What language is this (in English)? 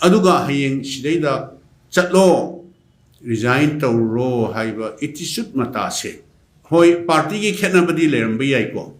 Manipuri